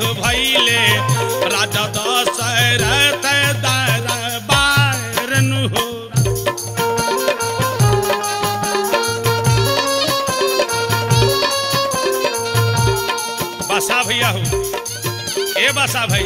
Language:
Bhojpuri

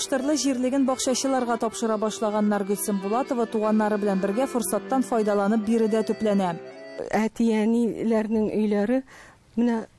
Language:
Tatar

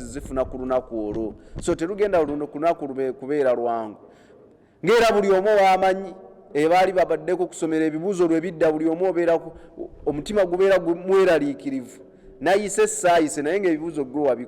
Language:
Ganda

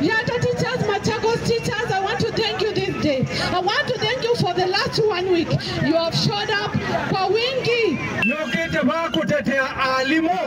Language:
Kamba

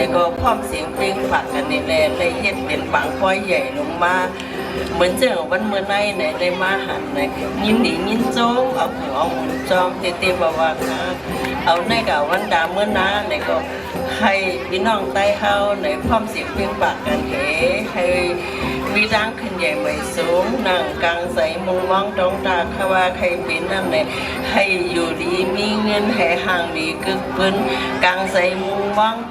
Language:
Shan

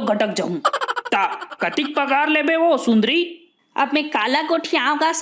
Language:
Chhattisgarhi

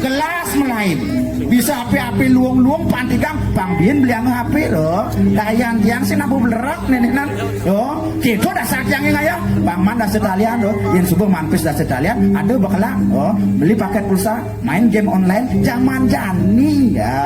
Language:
Balinese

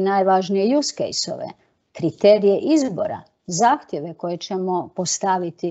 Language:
Croatian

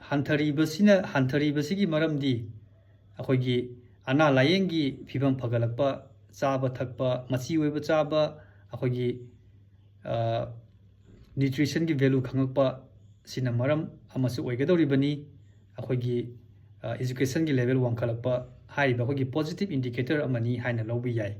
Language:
Manipuri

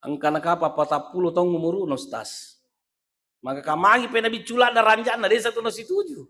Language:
Buginese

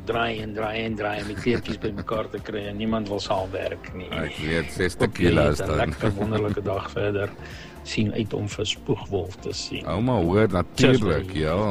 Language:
Afrikaans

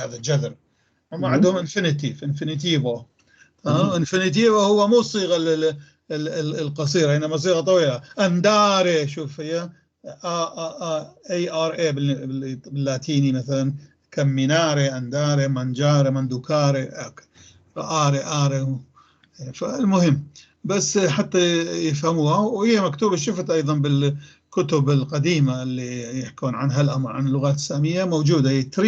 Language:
North Levantine Arabic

